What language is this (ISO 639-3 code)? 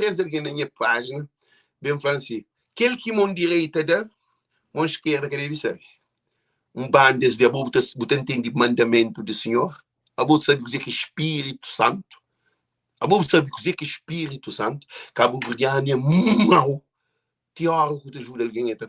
kea